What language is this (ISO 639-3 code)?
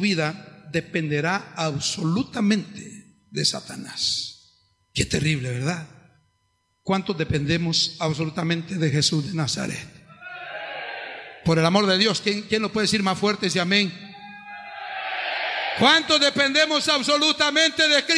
spa